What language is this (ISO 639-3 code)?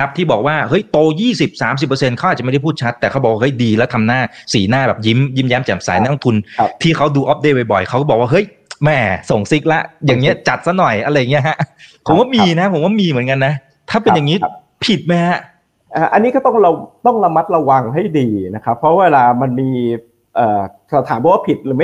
tha